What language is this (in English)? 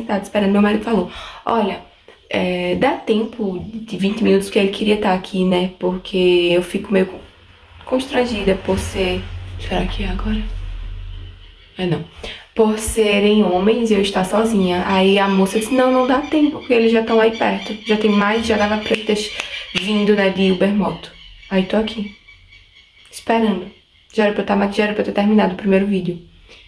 Portuguese